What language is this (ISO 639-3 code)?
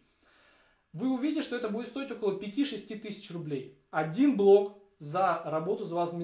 rus